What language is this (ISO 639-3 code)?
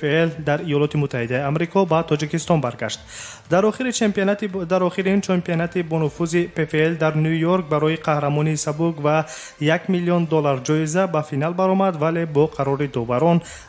tgk